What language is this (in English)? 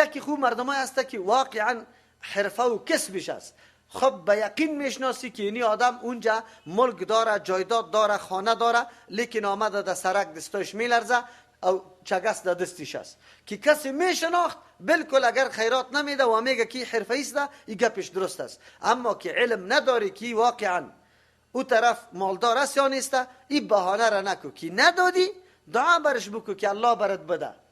Persian